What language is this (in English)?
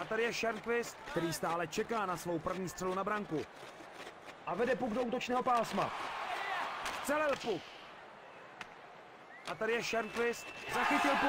Czech